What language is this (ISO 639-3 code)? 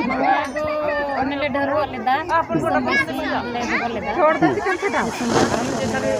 sat